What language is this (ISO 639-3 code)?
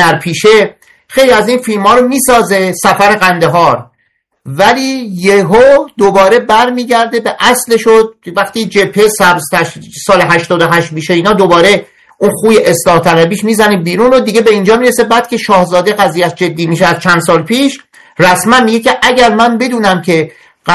fas